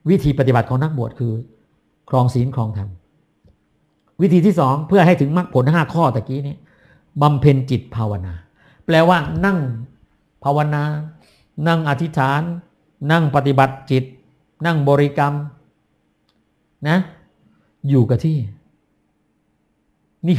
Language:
Thai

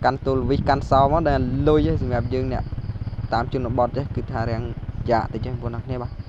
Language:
Khmer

